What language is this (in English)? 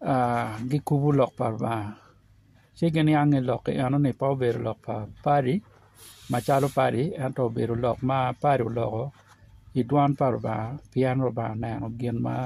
Acoli